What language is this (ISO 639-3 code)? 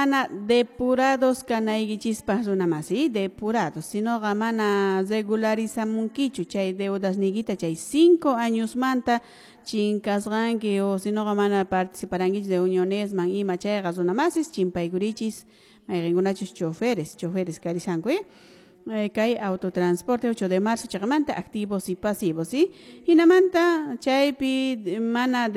que